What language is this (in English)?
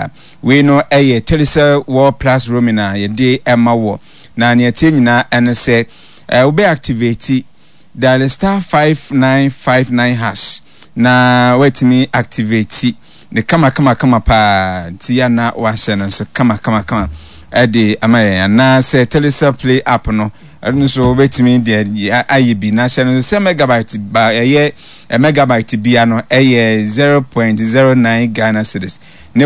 Akan